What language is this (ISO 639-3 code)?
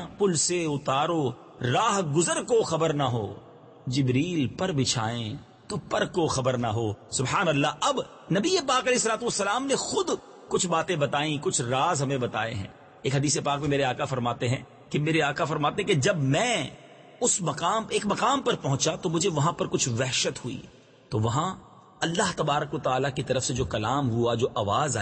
urd